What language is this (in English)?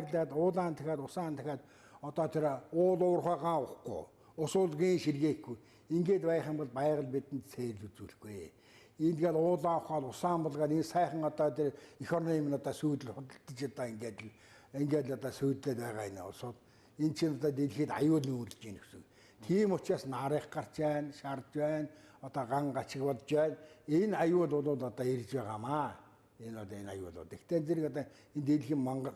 Mongolian